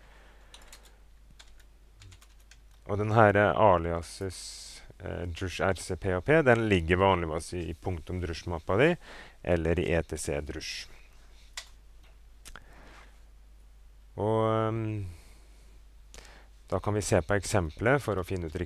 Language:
Norwegian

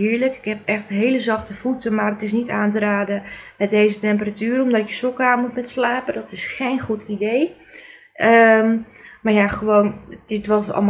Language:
Dutch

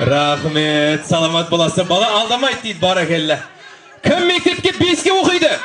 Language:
Kara-Kalpak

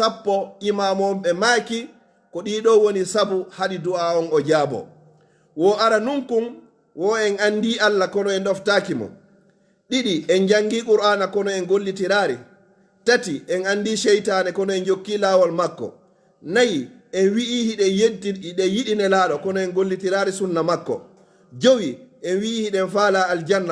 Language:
Pular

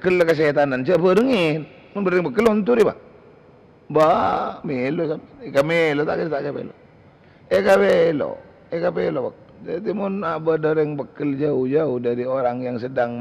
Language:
Madurese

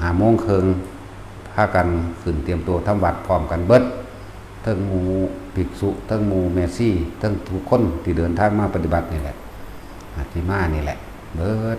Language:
Northeastern Thai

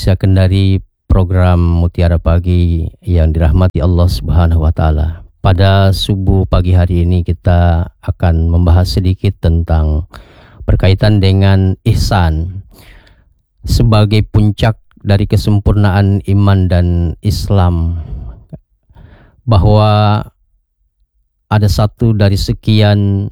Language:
Indonesian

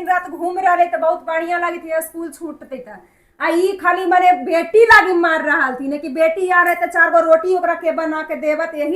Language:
Magahi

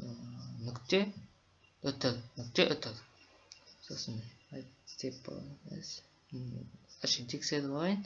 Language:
Kazakh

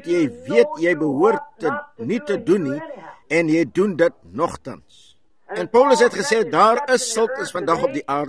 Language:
Afrikaans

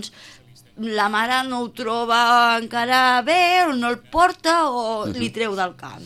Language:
Catalan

